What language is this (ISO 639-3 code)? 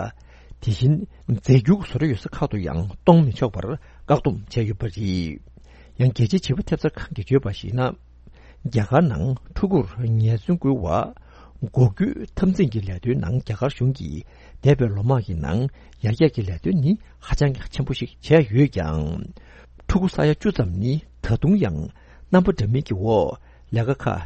bod